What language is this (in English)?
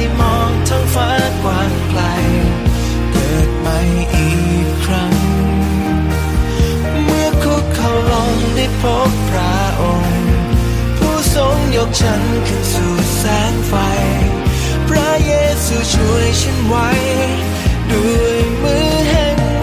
Thai